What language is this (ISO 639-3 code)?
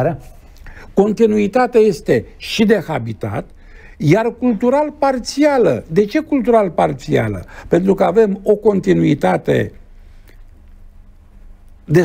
ron